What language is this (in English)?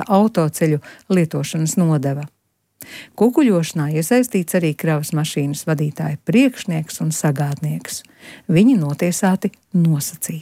Latvian